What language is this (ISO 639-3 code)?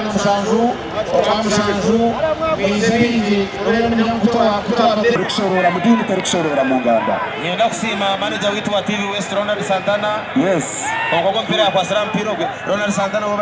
nyn